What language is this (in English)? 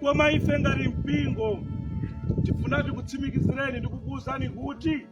Nyanja